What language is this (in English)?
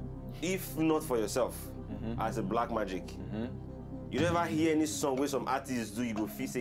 Nigerian Pidgin